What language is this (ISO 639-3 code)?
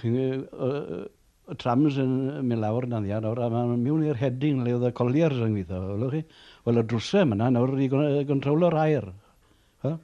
cym